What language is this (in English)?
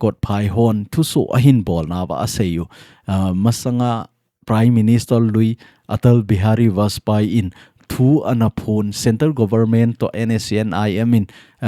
Thado Chin